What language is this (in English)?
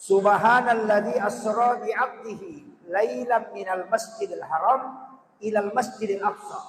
Buginese